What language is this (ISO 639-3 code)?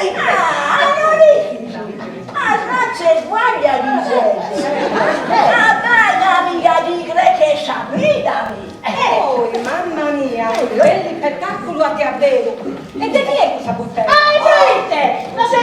srd